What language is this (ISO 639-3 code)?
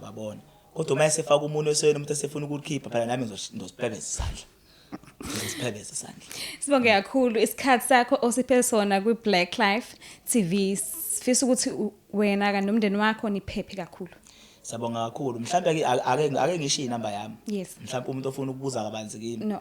zul